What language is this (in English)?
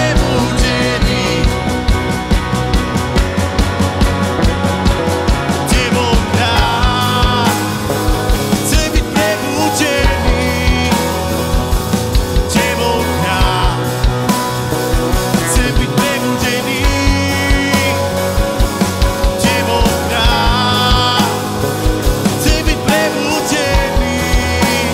Slovak